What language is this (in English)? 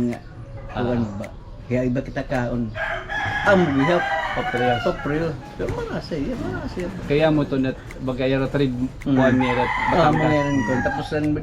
Waray